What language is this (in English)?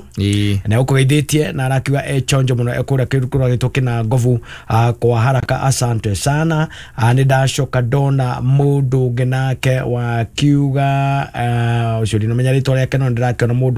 Kikuyu